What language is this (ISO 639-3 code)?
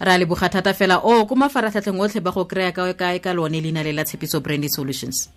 tsn